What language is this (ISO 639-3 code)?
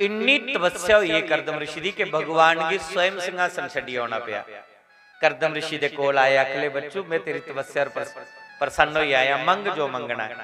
doi